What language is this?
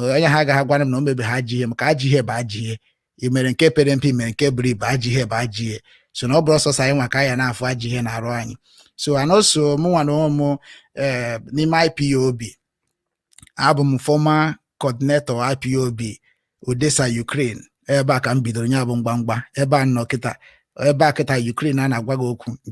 Igbo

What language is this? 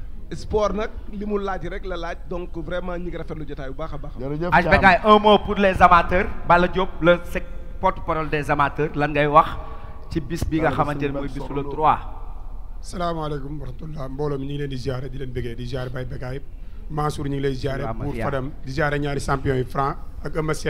Wolof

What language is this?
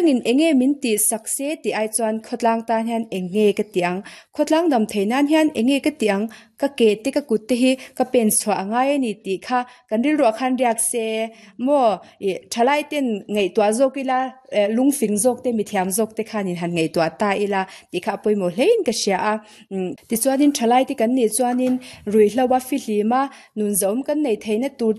Mizo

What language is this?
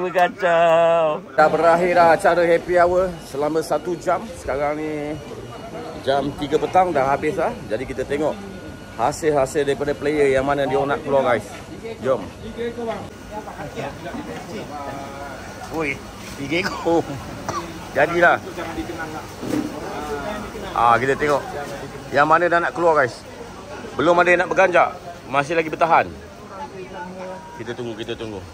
Malay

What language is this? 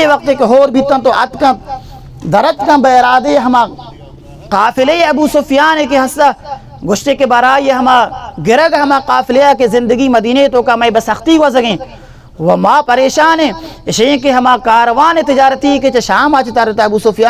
Baluchi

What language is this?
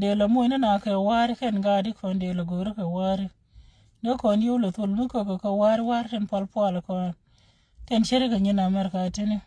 Nuer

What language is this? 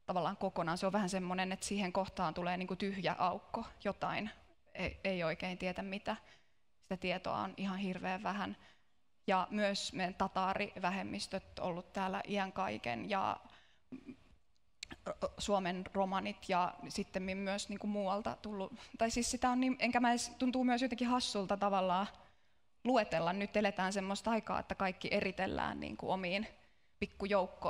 Finnish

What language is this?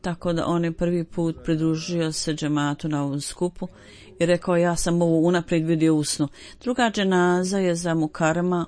Bosnian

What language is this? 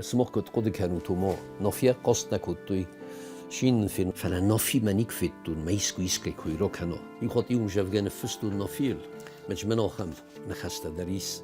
Ossetic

